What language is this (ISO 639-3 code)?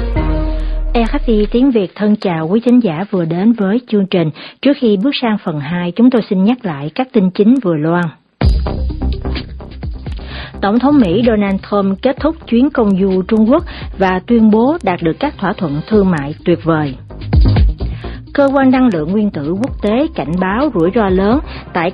vie